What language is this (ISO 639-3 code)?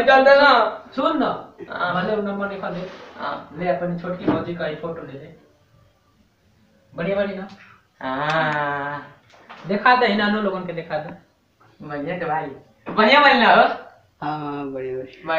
bho